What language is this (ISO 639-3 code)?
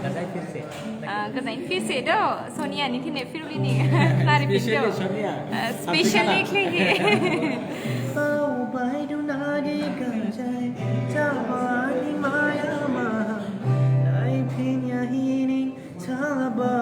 dis